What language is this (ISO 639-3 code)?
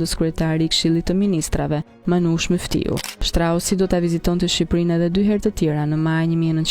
sqi